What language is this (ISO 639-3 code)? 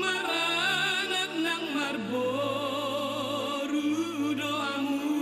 bbc